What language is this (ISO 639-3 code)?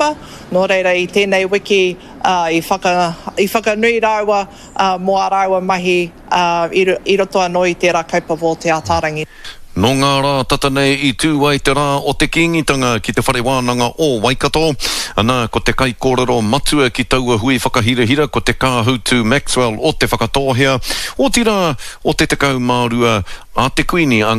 mri